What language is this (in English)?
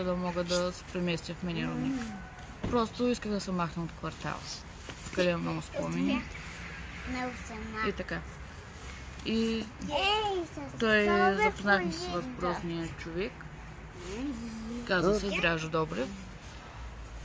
Bulgarian